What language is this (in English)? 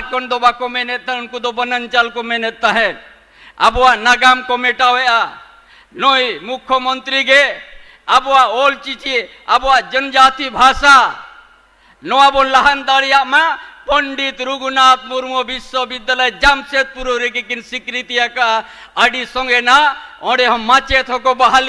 Santali